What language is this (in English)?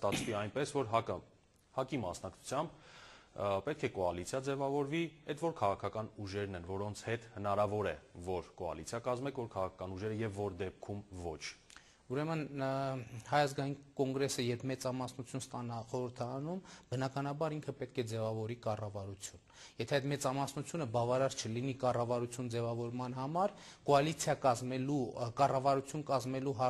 Armenian